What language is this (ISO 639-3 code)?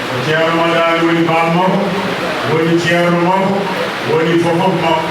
ful